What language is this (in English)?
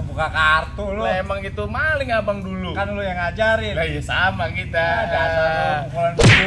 Betawi